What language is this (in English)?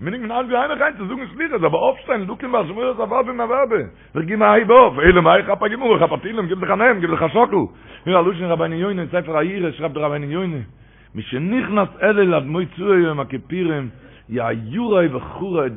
Yiddish